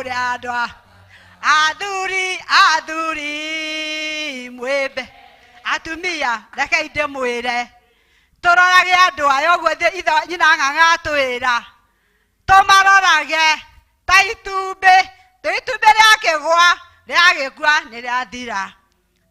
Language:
Kikuyu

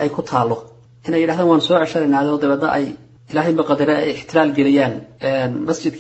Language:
Somali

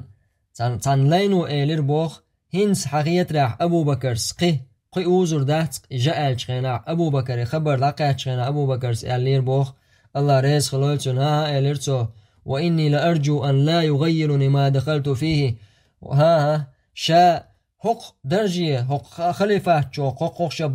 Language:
Chechen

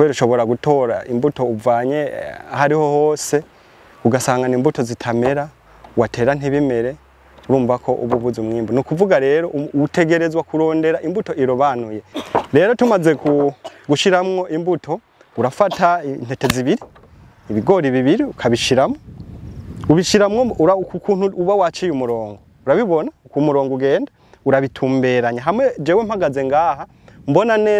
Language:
Rundi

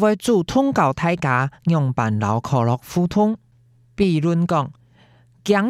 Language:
Hakka Chinese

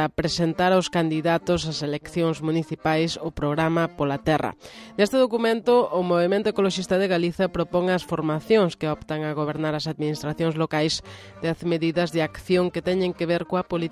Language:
Galician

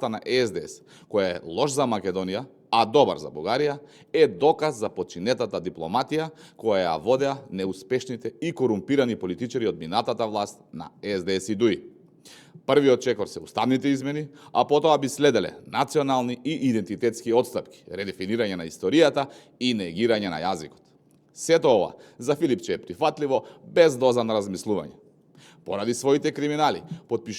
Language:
Macedonian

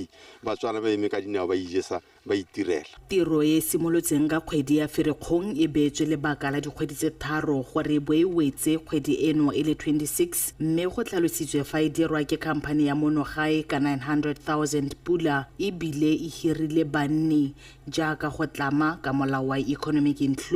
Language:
Tswana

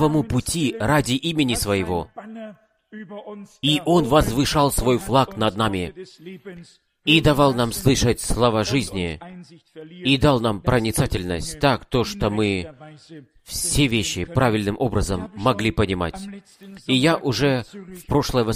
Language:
Russian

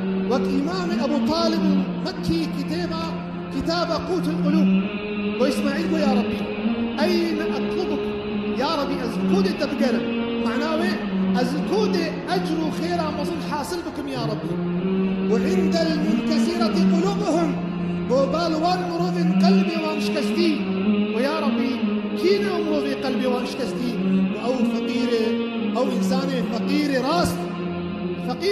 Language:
Kurdish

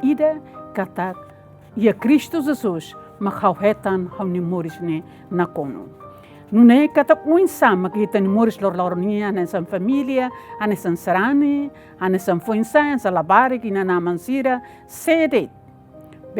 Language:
Tetum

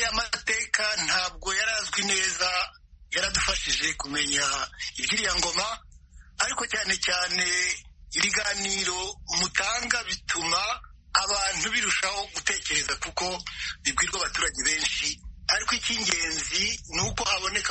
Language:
Kinyarwanda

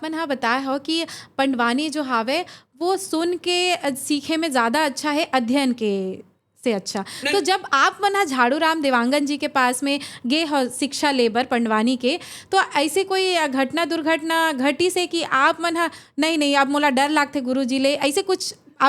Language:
Chhattisgarhi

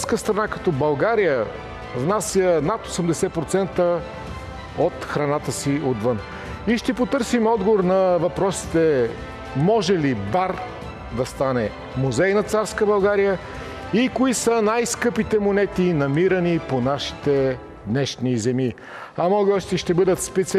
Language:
Bulgarian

